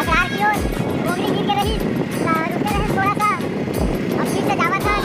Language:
Chhattisgarhi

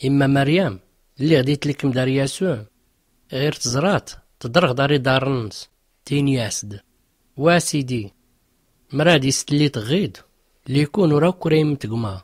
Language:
Tachelhit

